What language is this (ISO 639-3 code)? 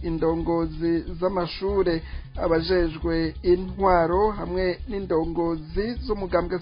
run